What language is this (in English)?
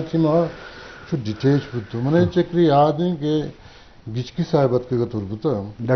Eastern Balochi